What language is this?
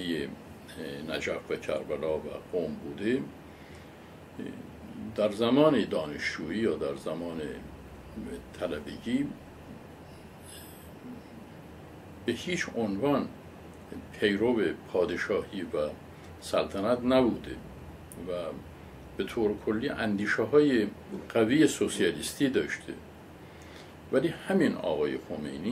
Persian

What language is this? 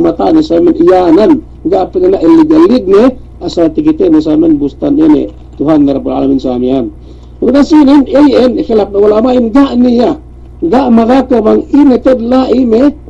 Yakan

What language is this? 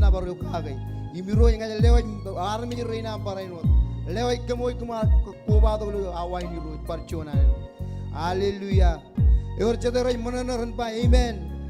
Marshallese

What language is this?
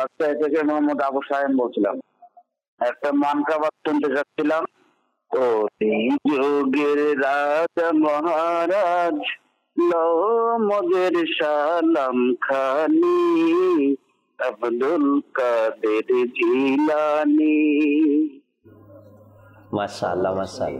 Bangla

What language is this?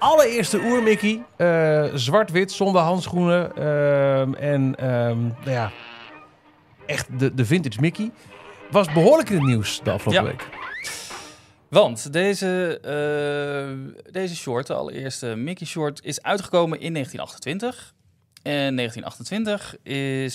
Dutch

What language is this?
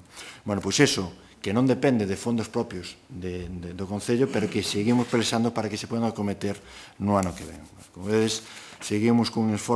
Galician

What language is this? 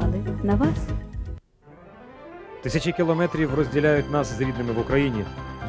Ukrainian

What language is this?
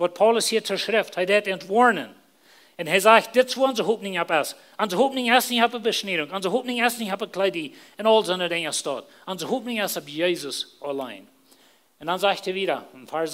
Plautdietsch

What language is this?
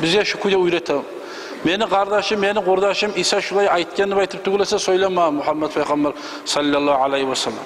Kumyk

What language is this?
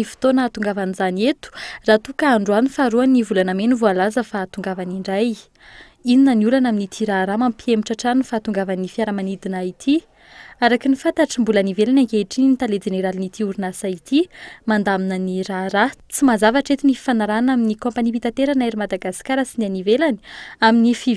Malagasy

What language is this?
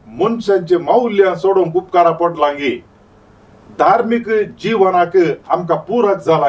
Konkani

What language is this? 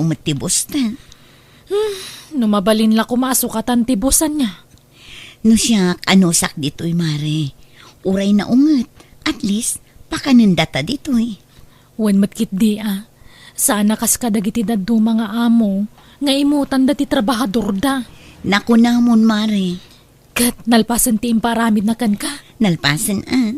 Iloko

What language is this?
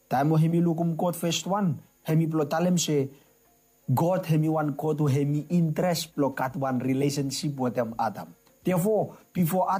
Bislama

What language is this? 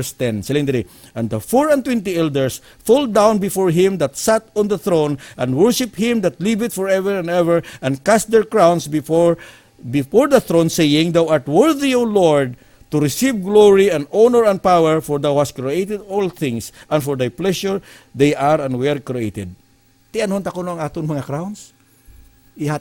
Hiligaynon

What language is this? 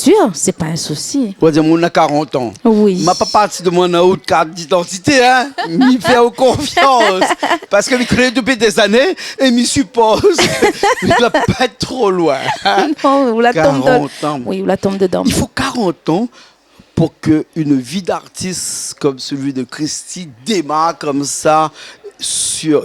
Réunion Creole French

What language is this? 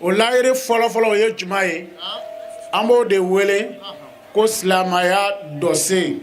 Bambara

